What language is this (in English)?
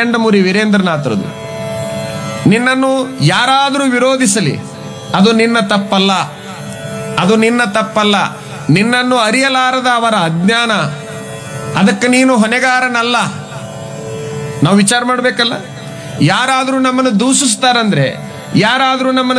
Kannada